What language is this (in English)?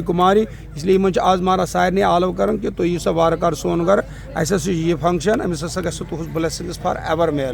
Kashmiri